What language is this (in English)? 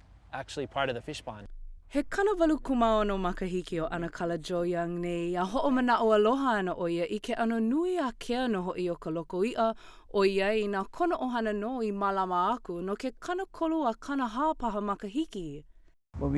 Hawaiian